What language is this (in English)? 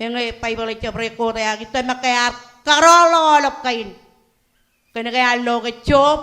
Marshallese